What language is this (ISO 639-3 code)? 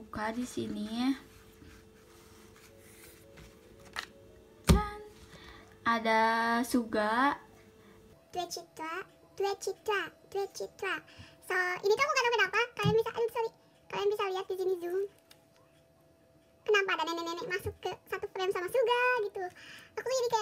ind